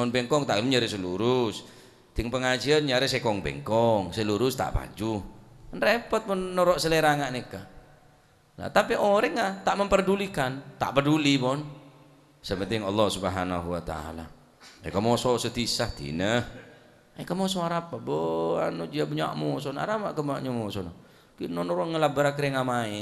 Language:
Madurese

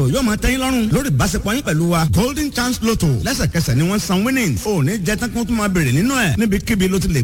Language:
Yoruba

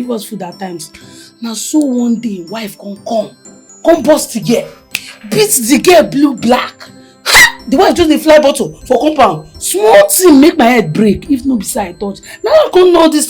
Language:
Nigerian Pidgin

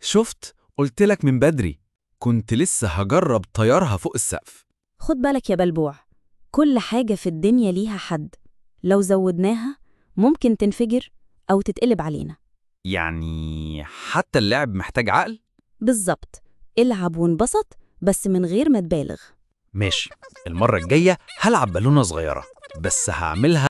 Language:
Egyptian Arabic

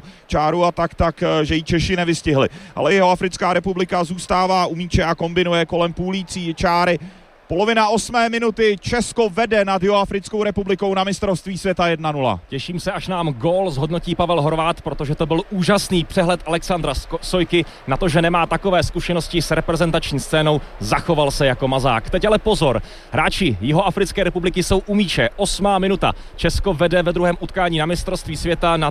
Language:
Czech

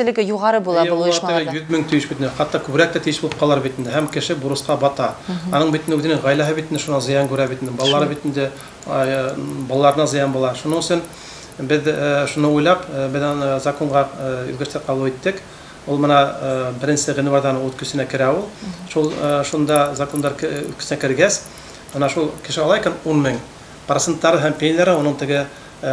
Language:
Bashkir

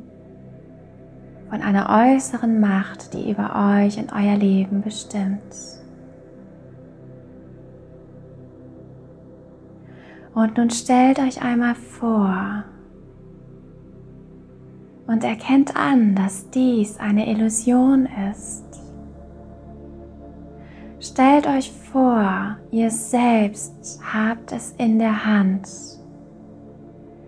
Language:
German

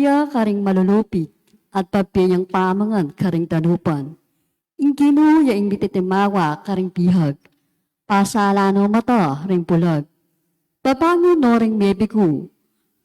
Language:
Pampanga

